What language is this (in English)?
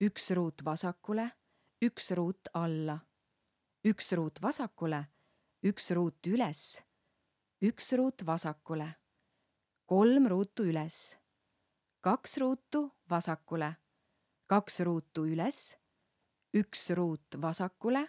Estonian